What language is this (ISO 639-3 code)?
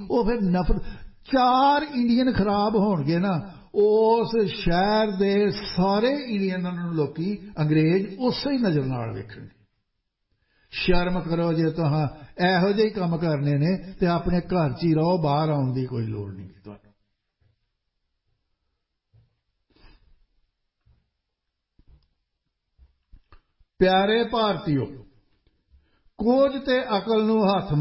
pan